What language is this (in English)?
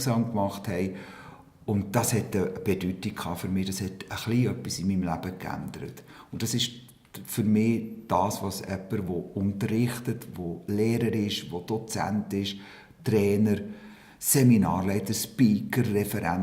Swiss German